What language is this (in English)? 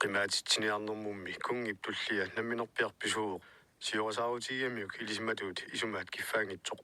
Kalaallisut